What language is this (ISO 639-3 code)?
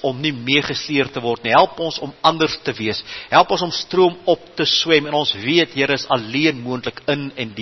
afr